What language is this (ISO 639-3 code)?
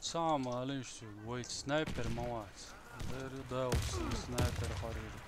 che